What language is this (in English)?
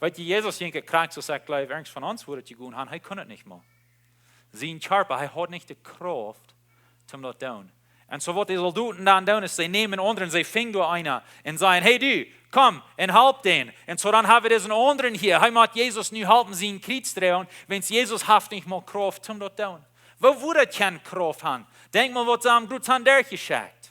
Plautdietsch